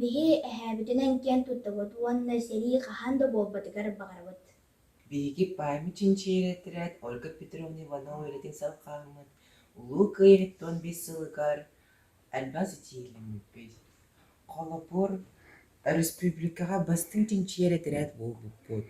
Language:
Yakut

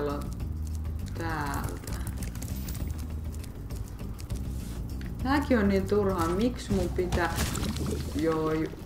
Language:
Finnish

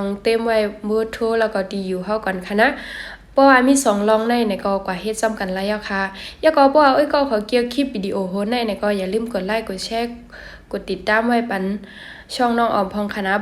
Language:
Shan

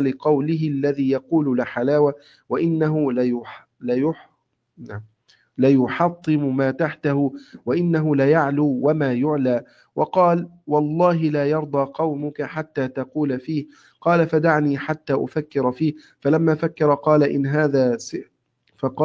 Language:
Arabic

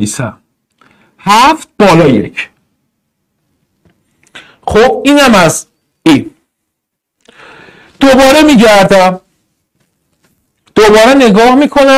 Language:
Persian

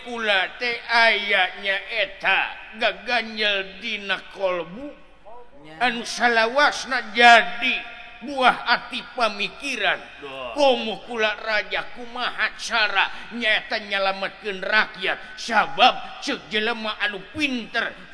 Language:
Sundanese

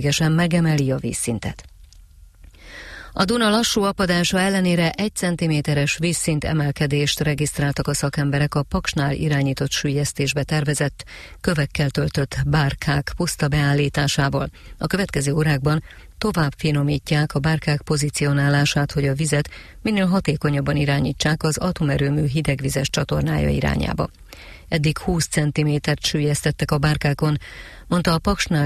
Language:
Hungarian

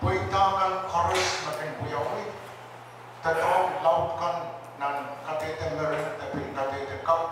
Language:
Pohnpeian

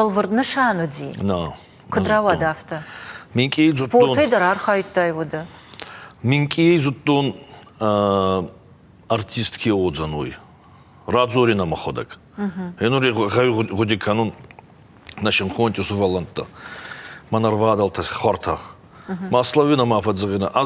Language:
Ossetic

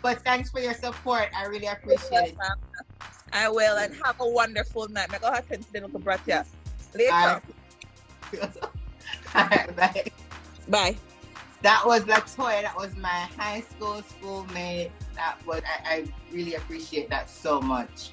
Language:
Jamaican Creole English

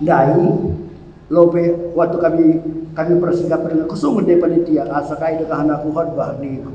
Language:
Batak Karo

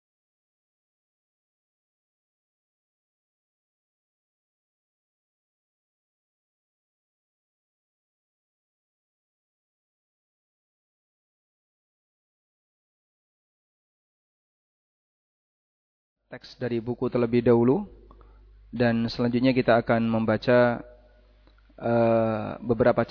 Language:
Indonesian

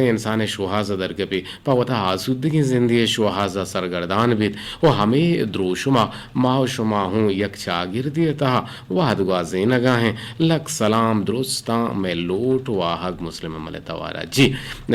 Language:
Eastern Balochi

